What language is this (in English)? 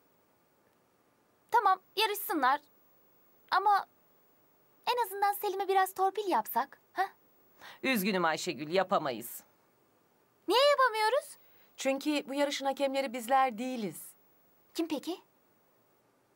Turkish